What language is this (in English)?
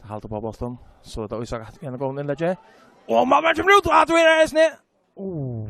Faroese